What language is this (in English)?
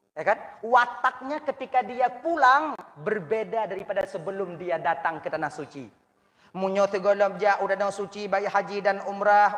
Achinese